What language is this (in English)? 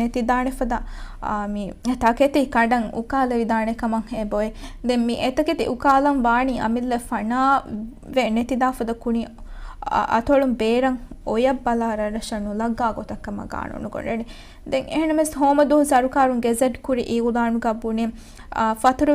Divehi